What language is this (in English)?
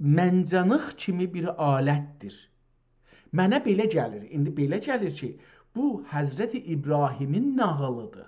South Azerbaijani